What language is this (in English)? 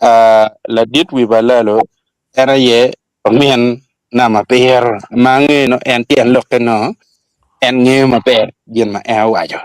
Acoli